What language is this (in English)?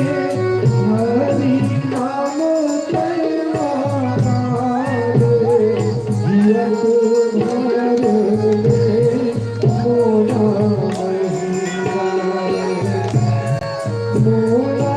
Chhattisgarhi